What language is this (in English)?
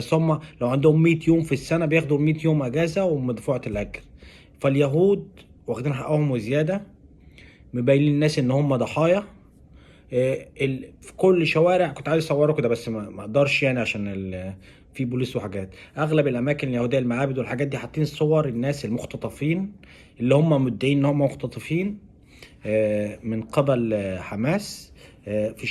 Egyptian Arabic